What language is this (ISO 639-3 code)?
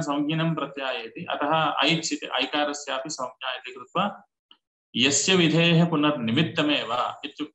san